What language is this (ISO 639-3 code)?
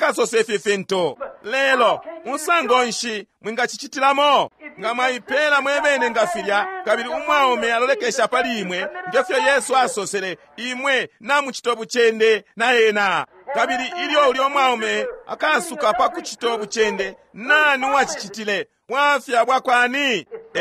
bem